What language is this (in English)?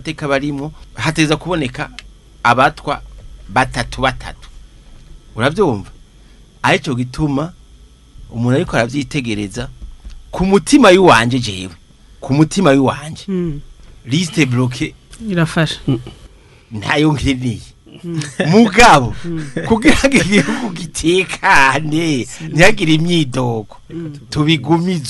Rundi